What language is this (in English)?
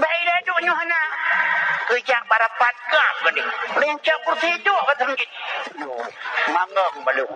Achinese